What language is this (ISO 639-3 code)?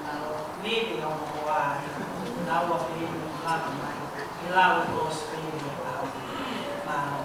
ton